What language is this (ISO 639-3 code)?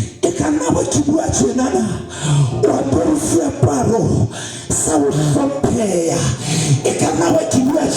sot